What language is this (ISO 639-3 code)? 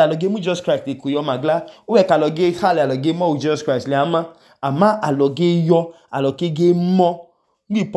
idu